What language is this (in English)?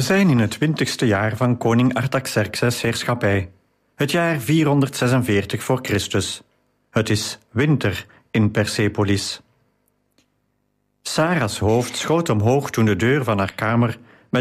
Dutch